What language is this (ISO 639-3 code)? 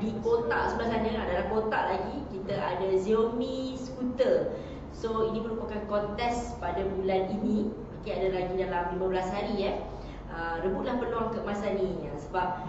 msa